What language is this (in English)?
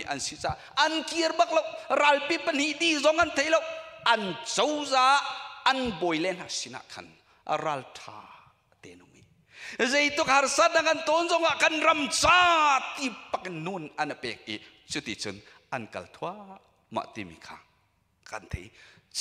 Hakha Chin